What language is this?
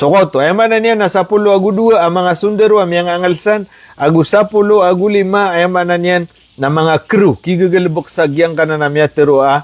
Maranao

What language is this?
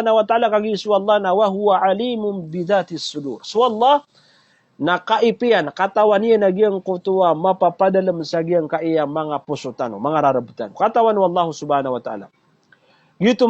Maranao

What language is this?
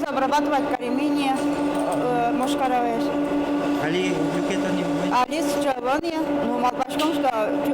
Udmurt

